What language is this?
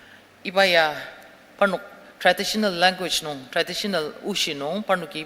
Ao Naga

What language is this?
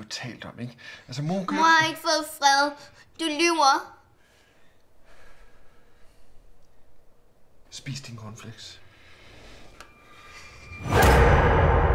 Danish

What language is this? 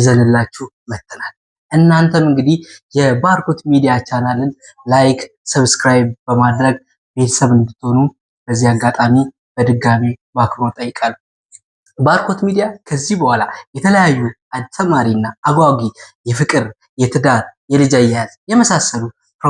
Amharic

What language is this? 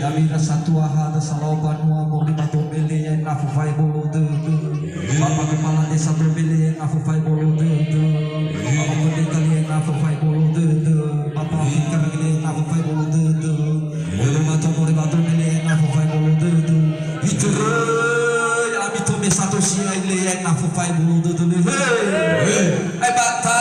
Nias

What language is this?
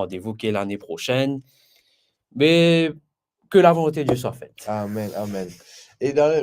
Morisyen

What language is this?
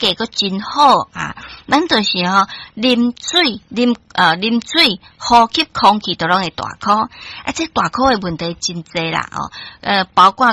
Min Nan Chinese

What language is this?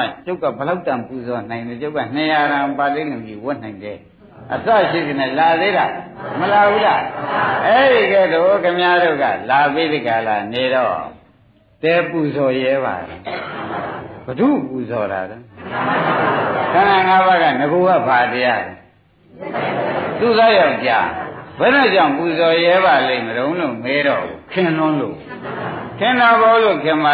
Burmese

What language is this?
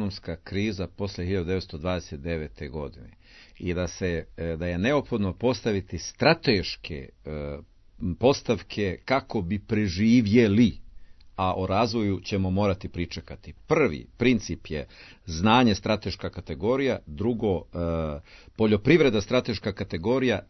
Serbian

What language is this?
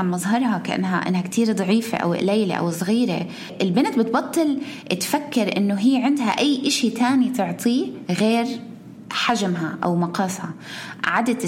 North Levantine Arabic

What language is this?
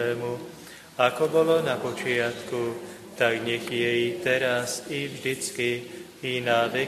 Slovak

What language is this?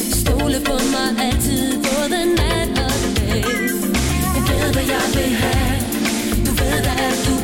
Danish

